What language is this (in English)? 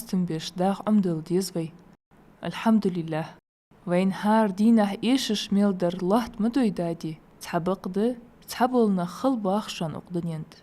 Ingush